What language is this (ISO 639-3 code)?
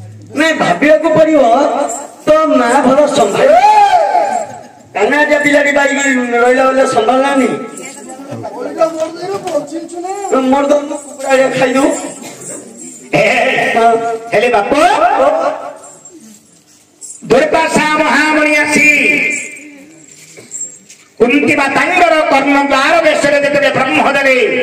ori